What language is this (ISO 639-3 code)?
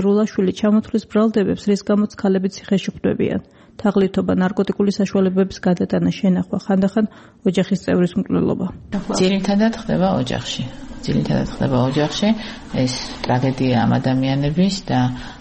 kat